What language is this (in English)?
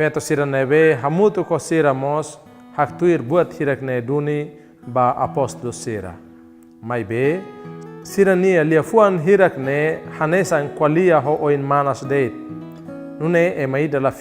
Tetum